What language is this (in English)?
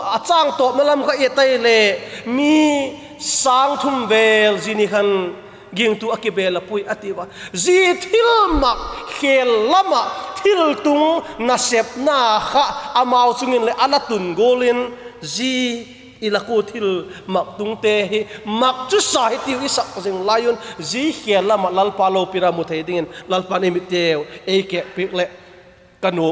Vaiphei